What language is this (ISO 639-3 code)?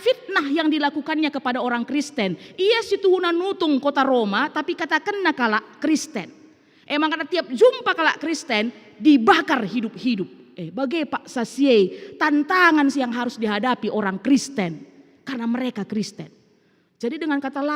btx